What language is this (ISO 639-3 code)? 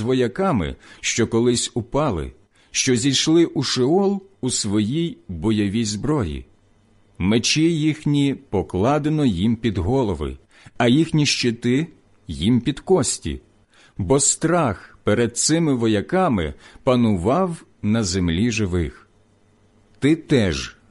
ukr